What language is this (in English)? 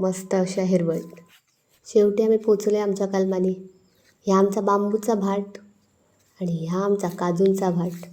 Konkani